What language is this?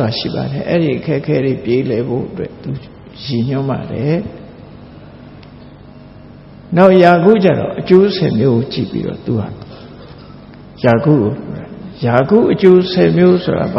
Burmese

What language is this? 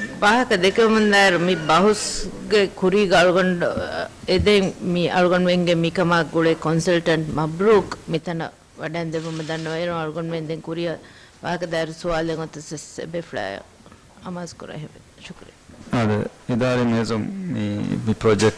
Divehi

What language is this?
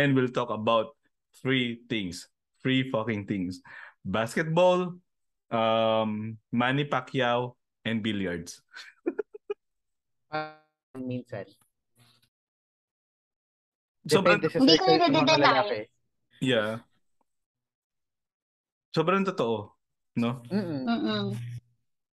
Filipino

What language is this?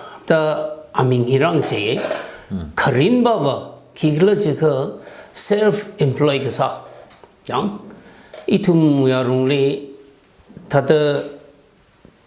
Tangkhul Naga (India)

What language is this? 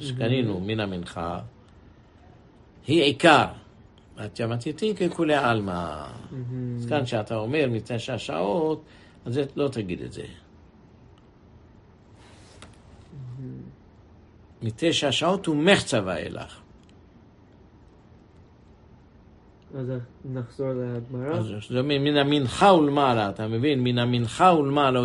Hebrew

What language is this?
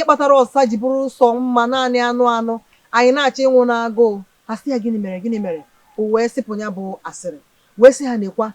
Igbo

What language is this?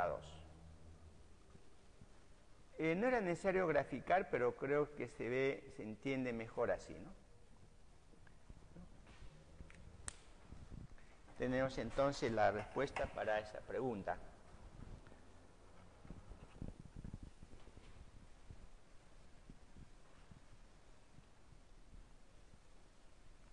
Spanish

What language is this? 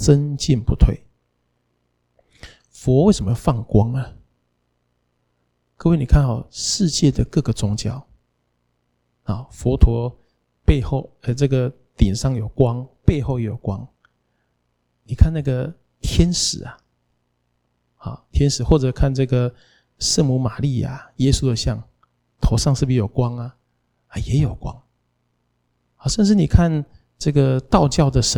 Chinese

